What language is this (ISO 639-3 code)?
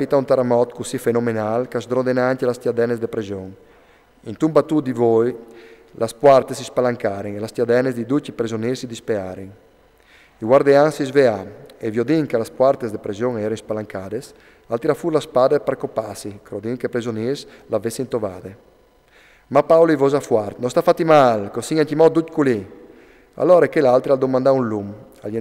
fur